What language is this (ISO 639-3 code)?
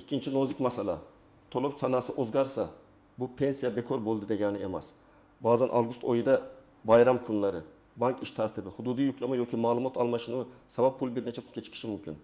uzb